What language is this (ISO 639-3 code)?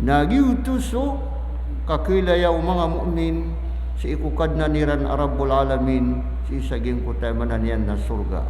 mrw